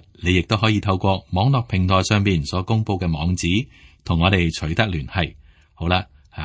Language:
Cantonese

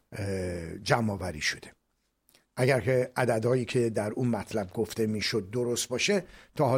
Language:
Persian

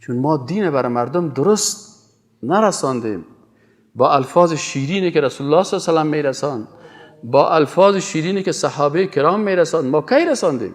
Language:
Persian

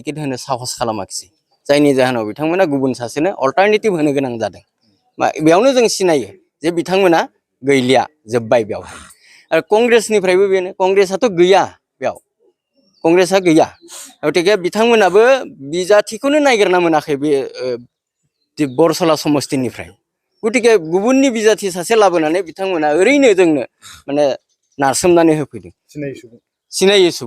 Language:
Bodo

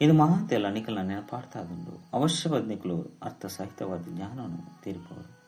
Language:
Tulu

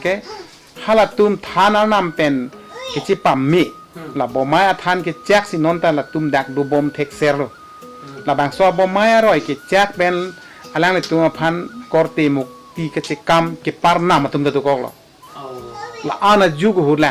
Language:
Karbi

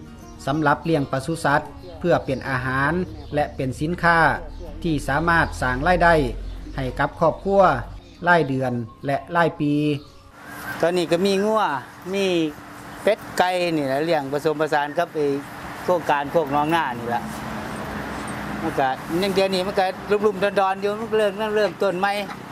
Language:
Thai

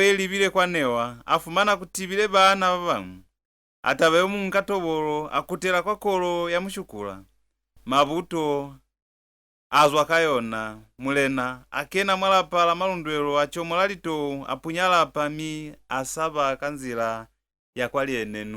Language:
Lozi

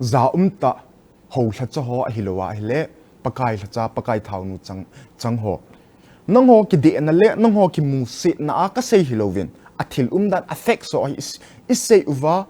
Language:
Thado Chin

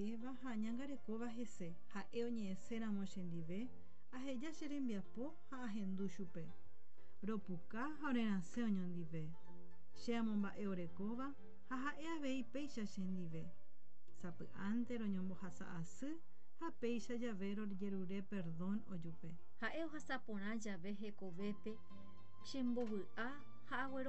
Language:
Guarani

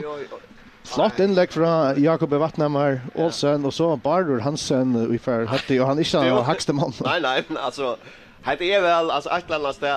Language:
Faroese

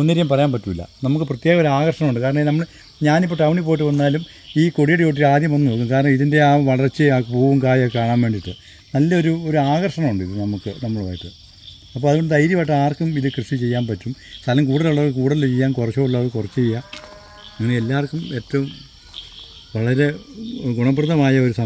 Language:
Malayalam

